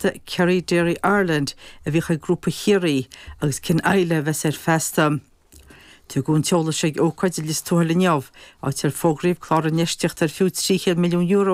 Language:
Irish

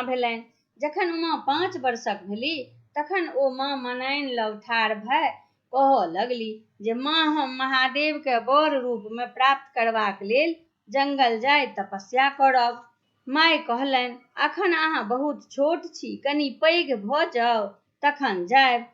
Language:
Maithili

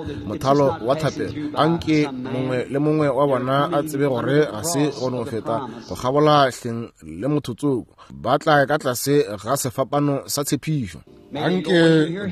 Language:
Northern Sotho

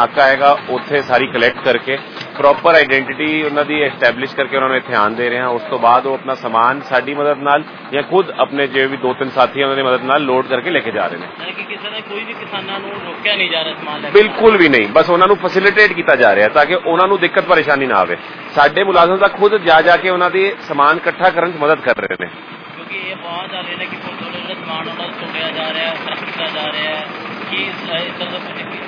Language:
Punjabi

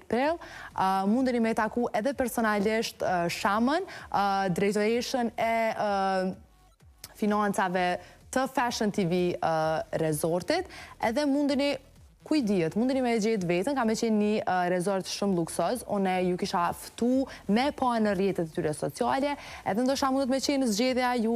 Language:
Albanian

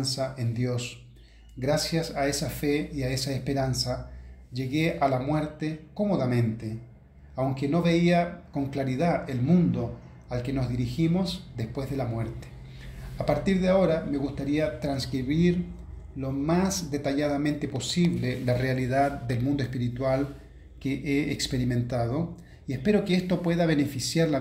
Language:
Spanish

